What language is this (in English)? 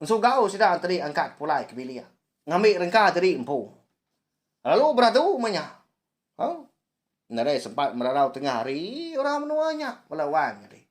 Iban